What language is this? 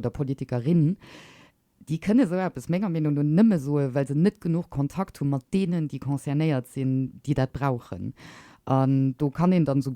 Luxembourgish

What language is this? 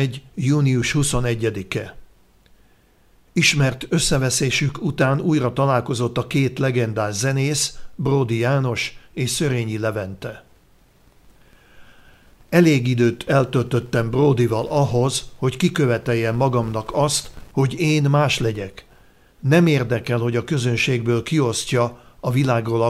Hungarian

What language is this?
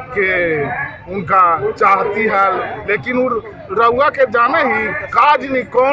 Magahi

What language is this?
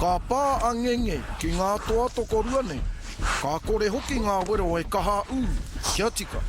Māori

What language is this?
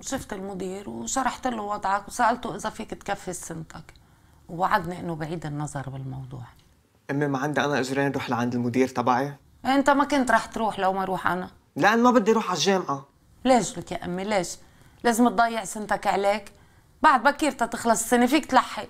North Levantine Arabic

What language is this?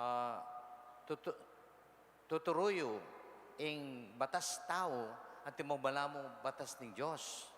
Pampanga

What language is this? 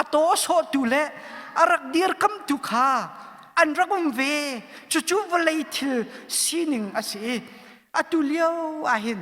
Hakha Chin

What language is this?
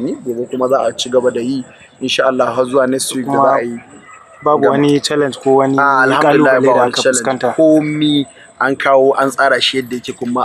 Hausa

